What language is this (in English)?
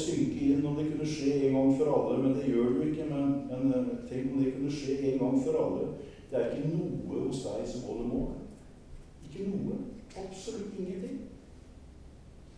Norwegian